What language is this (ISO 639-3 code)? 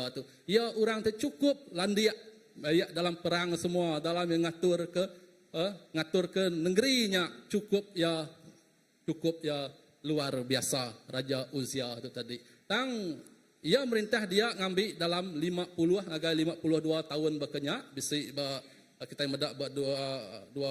iba